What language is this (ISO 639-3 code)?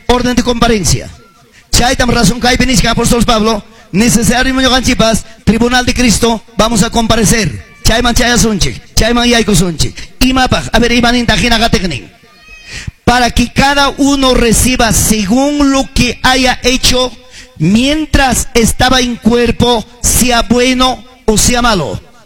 quy